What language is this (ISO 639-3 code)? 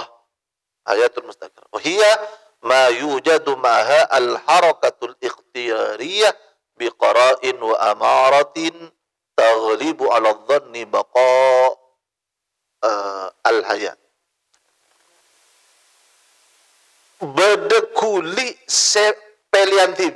mad